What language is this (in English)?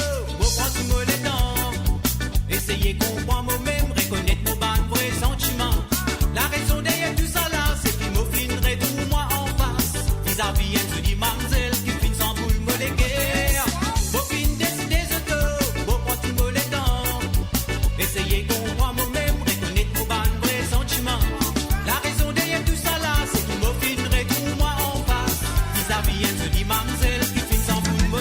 Morisyen